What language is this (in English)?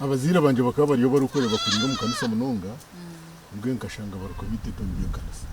Nyankole